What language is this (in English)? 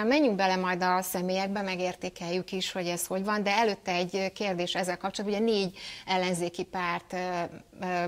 Hungarian